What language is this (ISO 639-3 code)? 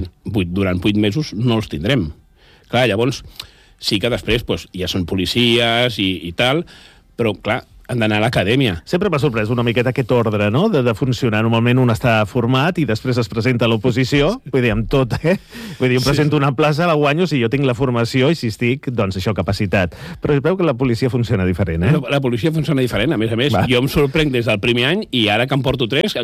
cat